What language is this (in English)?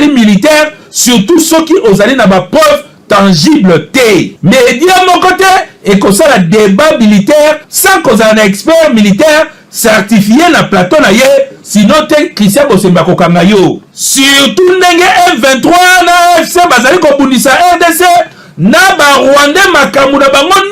Lingala